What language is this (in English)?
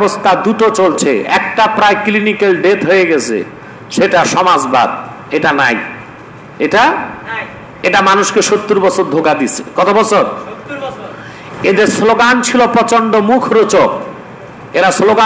Bangla